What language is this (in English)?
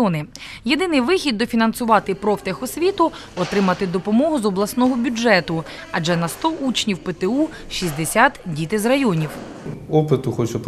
Ukrainian